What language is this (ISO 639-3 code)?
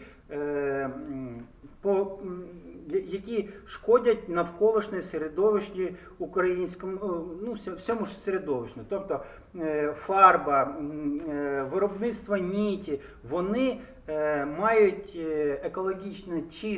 ukr